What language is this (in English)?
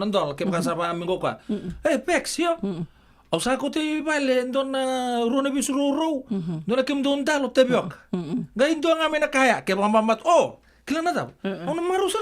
Fijian